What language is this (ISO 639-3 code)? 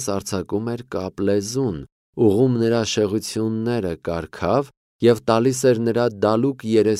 hye